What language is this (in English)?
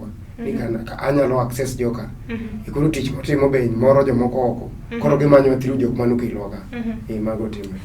Luo (Kenya and Tanzania)